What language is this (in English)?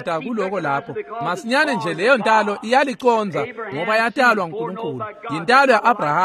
Swati